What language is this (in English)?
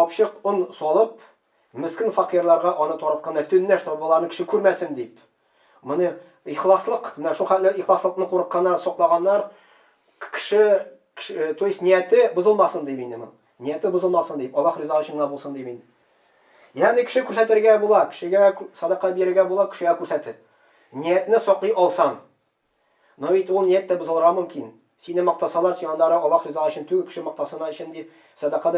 Tatar